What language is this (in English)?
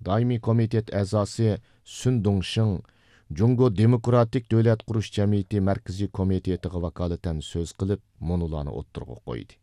Uyghur